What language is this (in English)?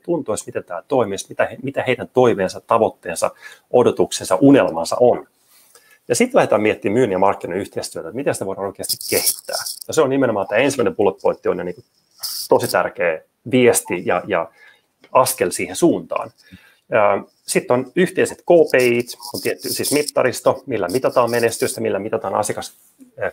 Finnish